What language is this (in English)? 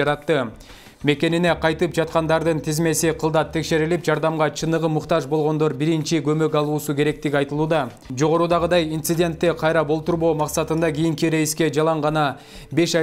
Kyrgyz